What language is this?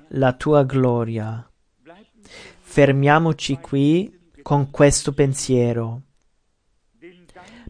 Italian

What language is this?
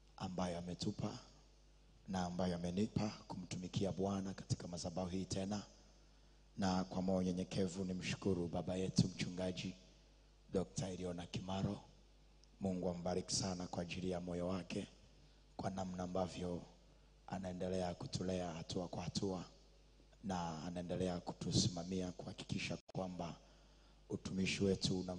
Swahili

